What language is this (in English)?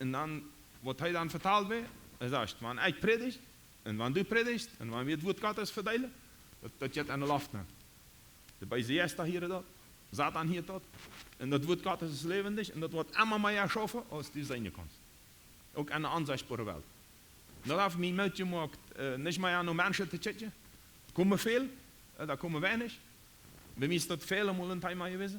Plautdietsch